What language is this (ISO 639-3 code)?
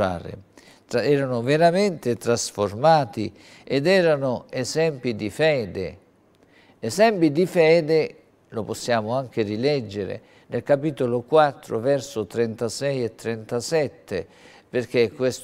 ita